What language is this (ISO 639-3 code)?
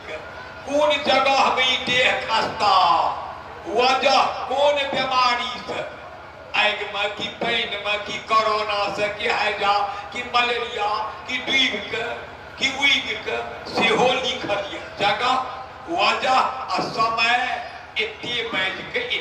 mai